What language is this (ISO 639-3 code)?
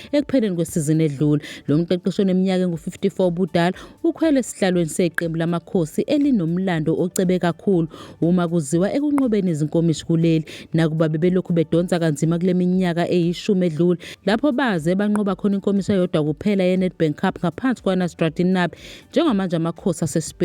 zul